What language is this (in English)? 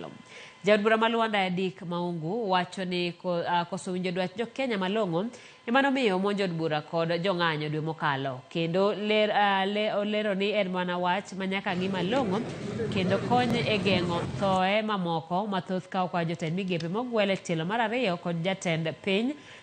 Luo (Kenya and Tanzania)